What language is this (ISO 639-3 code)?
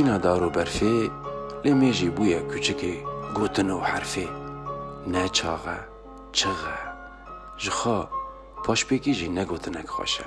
kur